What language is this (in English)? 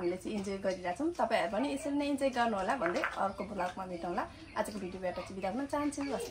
Nepali